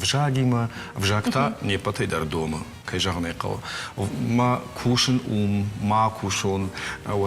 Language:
Ossetic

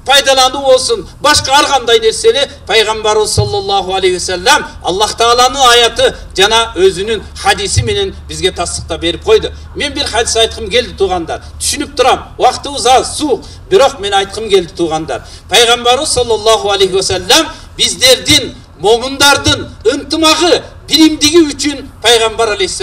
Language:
Kyrgyz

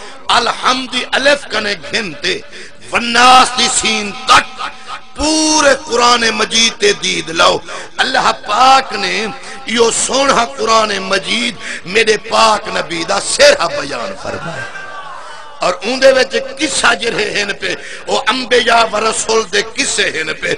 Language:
Saraiki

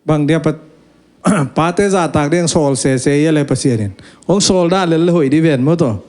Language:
Tedim Chin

